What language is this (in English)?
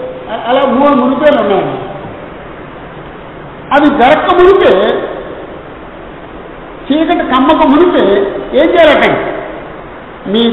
Telugu